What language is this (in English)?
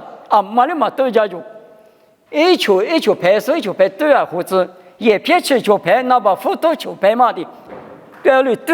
Lisu